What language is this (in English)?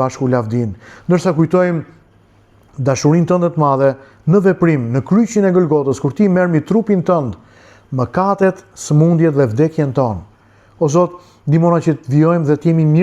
Albanian